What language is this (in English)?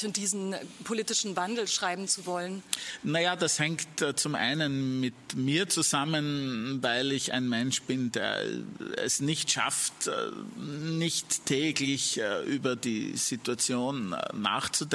German